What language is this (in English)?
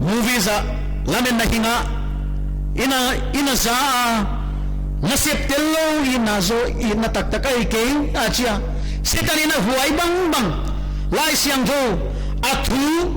Paite Chin